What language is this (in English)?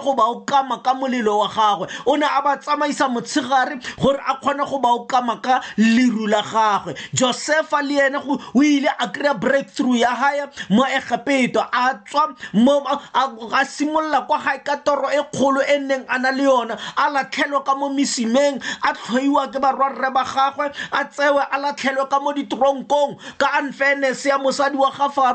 Tswana